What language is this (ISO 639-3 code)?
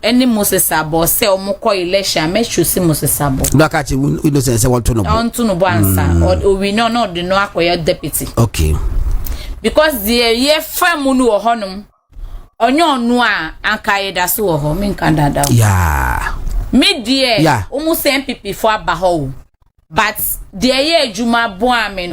aka